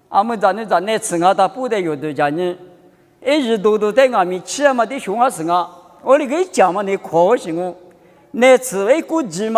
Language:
Lisu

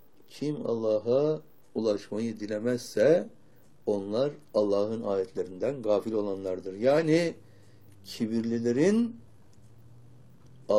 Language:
Turkish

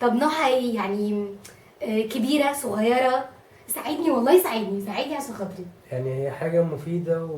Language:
Egyptian Arabic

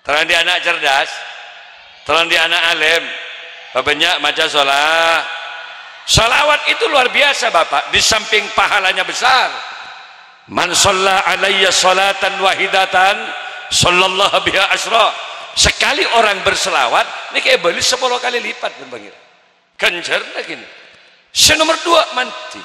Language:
Madurese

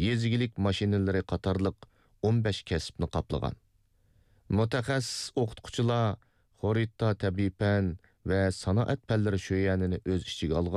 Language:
Uyghur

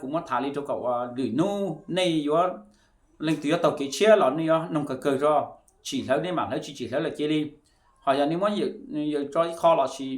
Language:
Hmong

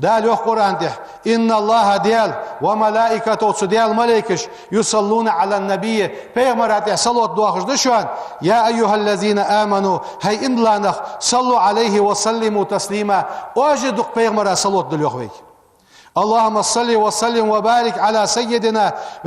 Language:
Ingush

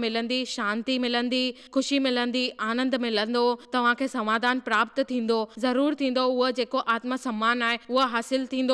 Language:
Sindhi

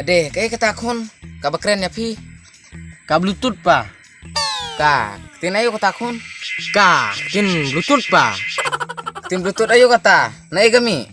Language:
Khasi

